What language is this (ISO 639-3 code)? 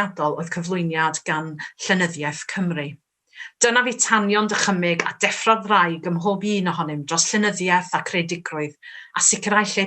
cym